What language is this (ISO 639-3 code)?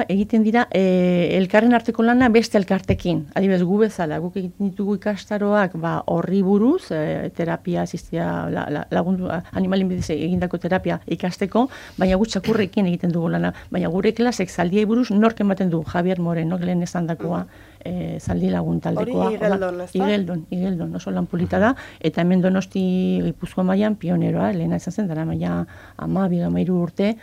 eus